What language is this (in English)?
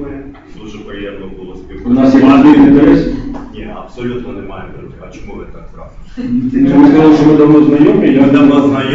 Ukrainian